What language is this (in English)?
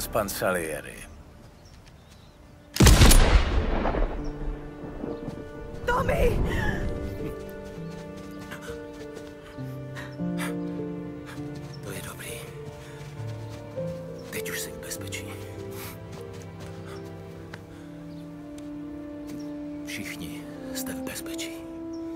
Czech